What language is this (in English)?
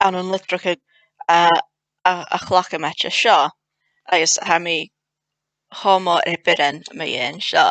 Scottish Gaelic